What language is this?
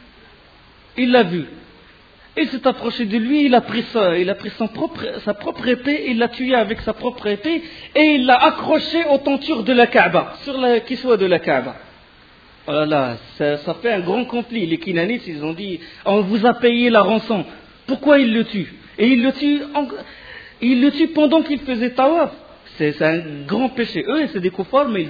French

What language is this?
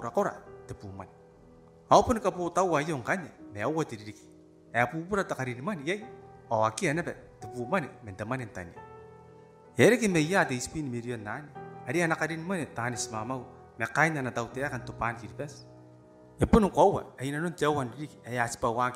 Gilbertese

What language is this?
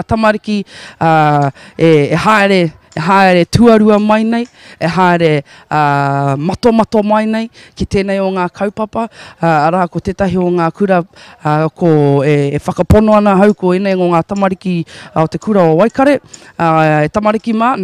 Māori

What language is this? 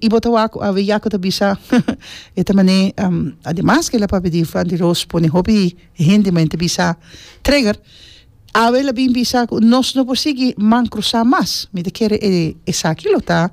Papiamento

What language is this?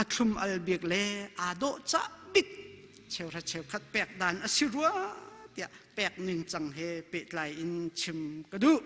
Hakha Chin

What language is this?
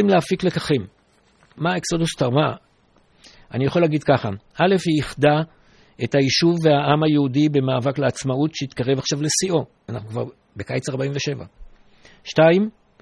Hebrew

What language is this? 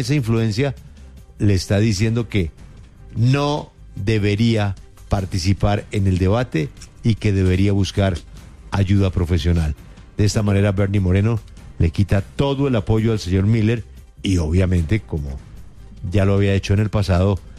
Spanish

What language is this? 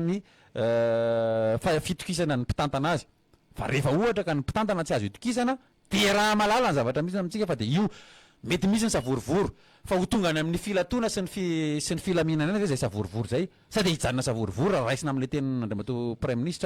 Malagasy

